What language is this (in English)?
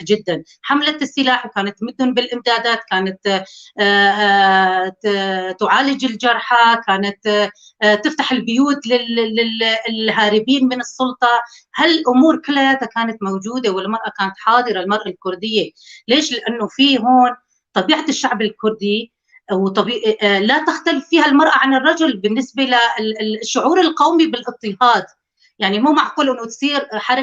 North Levantine Arabic